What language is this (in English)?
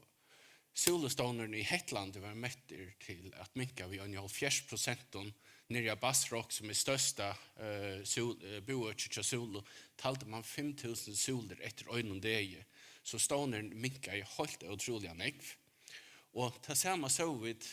Faroese